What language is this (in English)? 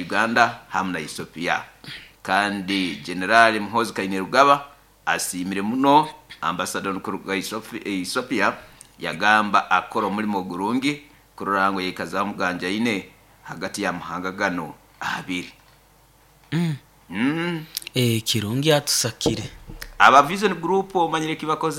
Nyoro